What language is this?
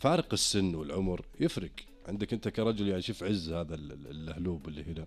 Najdi Arabic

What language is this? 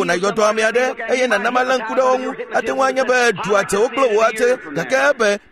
Ewe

